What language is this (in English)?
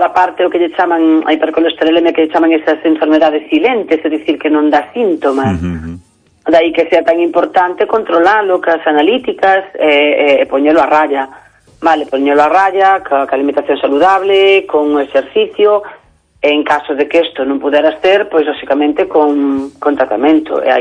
Galician